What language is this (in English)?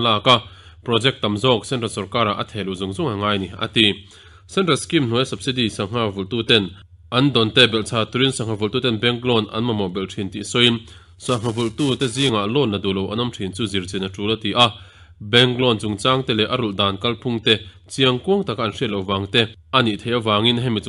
Mizo